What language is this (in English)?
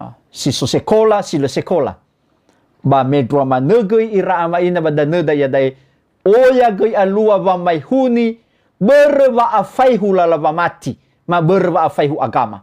Nias